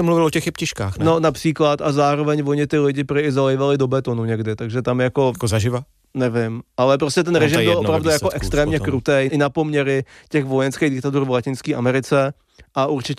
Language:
Czech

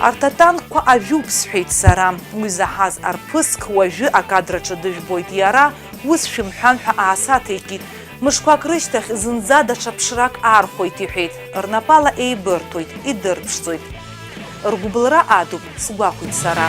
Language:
Abkhazian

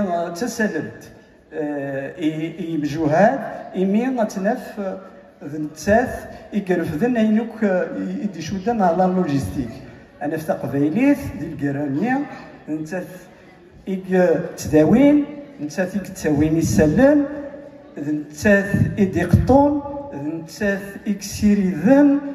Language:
Kabyle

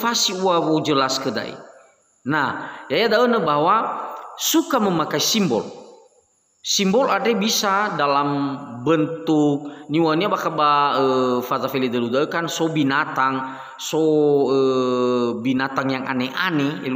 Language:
Nias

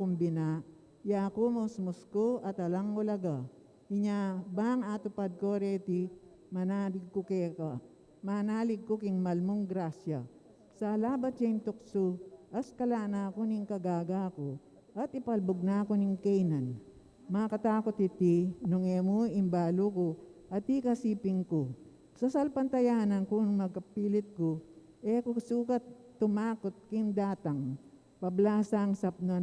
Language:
Pampanga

